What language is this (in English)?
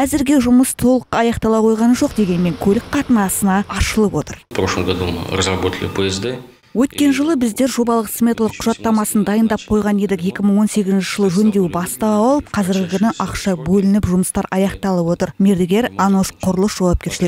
Kazakh